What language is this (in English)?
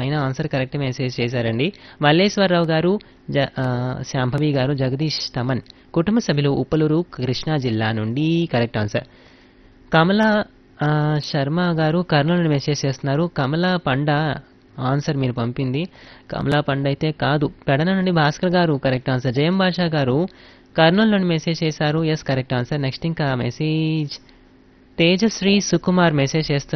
Telugu